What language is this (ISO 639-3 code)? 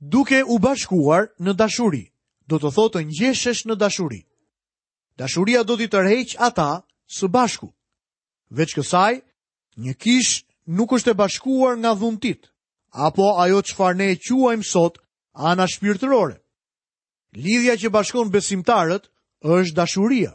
sqi